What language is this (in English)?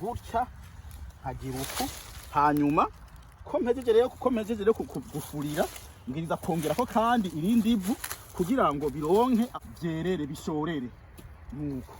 Rundi